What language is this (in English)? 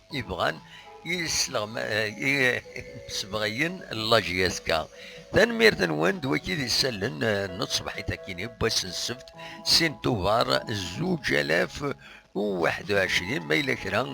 Kabyle